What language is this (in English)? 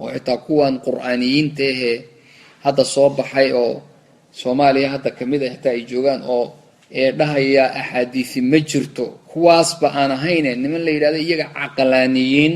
Somali